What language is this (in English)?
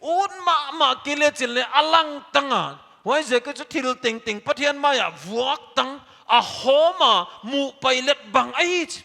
Paite Chin